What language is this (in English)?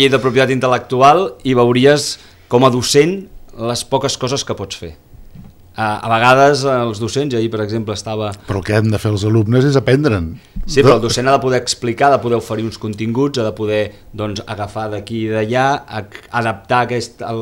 Catalan